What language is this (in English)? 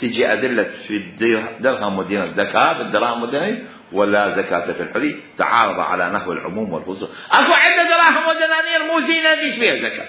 Mesopotamian Arabic